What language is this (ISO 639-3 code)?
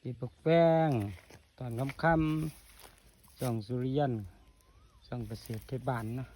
tts